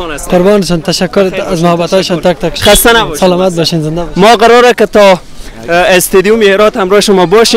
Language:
Persian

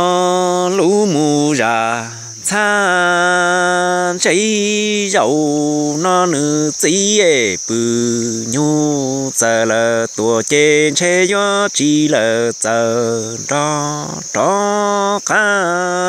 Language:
Hmong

